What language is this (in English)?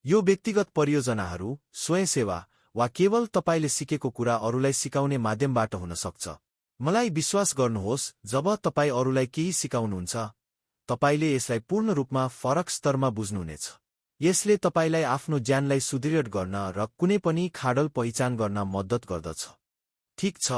Nepali